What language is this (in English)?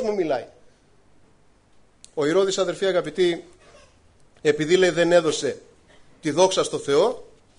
Greek